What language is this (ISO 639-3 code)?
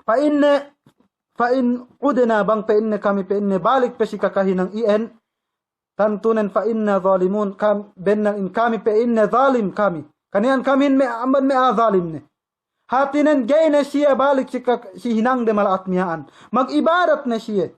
yka